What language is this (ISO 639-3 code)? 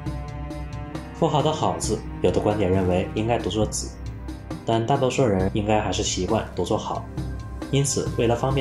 zho